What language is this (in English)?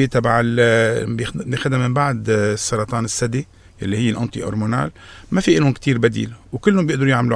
North Levantine Arabic